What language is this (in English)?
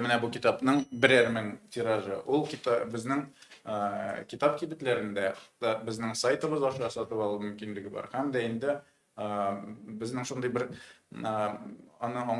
Tatar